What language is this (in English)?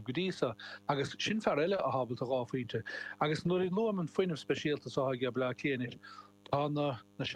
Irish